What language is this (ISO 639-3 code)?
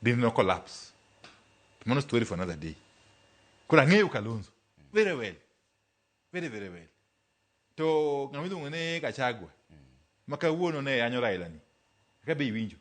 luo